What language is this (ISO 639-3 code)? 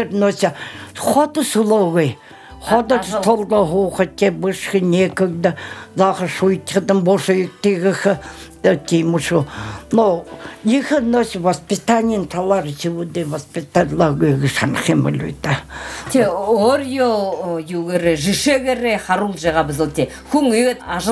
bua